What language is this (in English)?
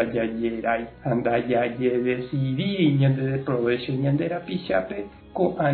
Guarani